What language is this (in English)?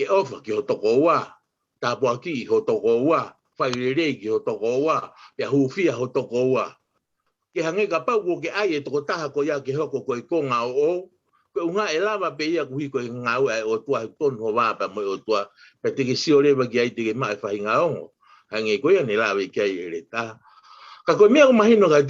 Tongan